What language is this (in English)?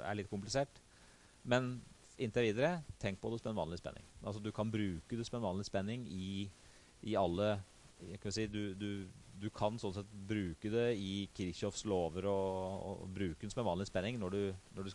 Norwegian